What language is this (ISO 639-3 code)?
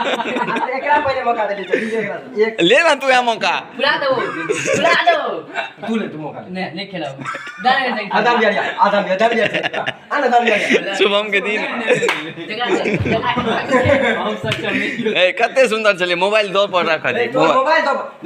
mai